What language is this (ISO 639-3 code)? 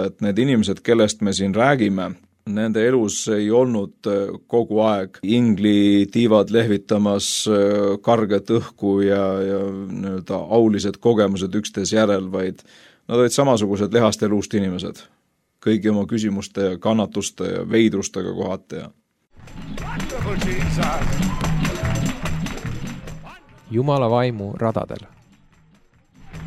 est